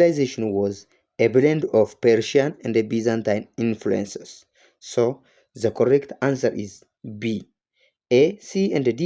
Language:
English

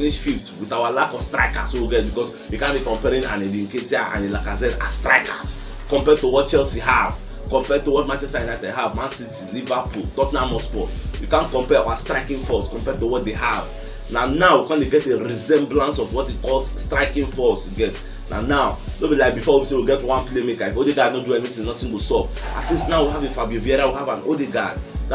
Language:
Nigerian Pidgin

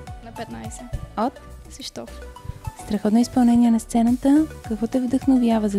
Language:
Bulgarian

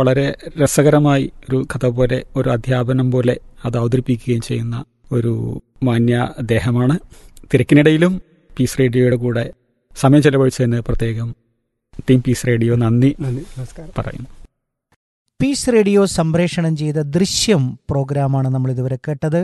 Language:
Malayalam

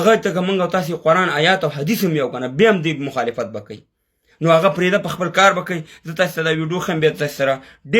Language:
Pashto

